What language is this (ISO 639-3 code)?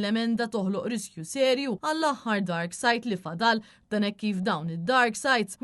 mlt